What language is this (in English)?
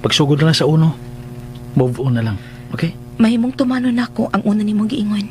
Cebuano